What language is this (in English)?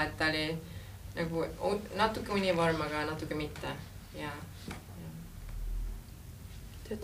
Estonian